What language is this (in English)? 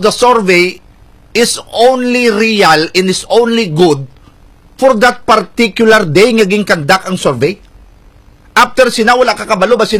Hiligaynon